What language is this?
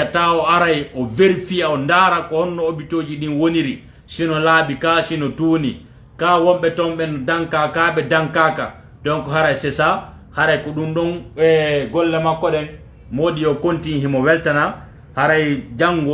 Fula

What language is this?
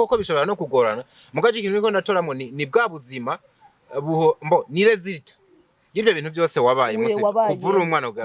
Rundi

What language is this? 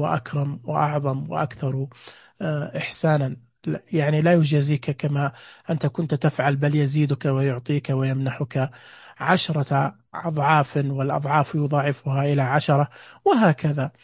Najdi Arabic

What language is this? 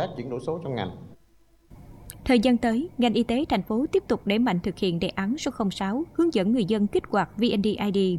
Vietnamese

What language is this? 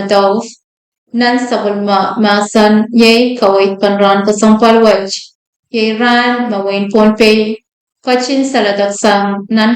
Pohnpeian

